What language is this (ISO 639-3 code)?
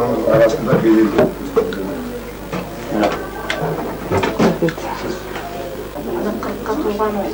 kaz